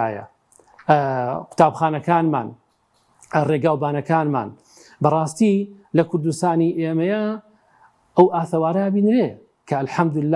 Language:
Central Kurdish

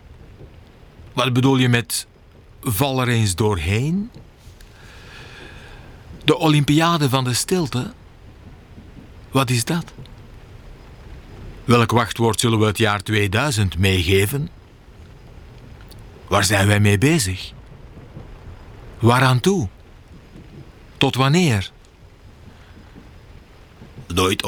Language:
Dutch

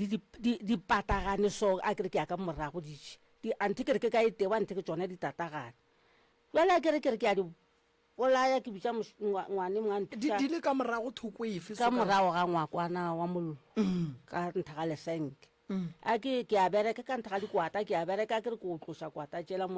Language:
Northern Sotho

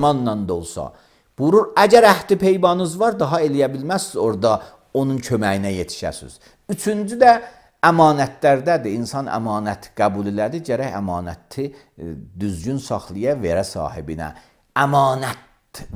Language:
Azerbaijani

